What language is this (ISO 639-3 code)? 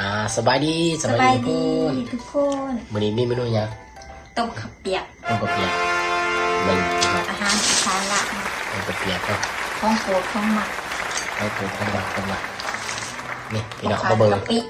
lao